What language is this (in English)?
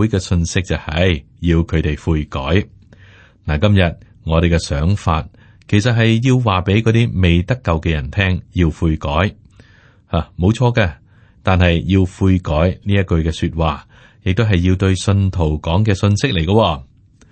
Cantonese